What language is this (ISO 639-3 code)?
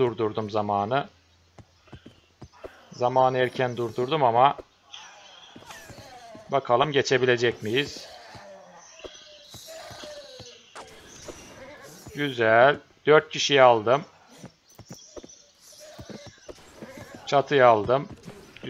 tur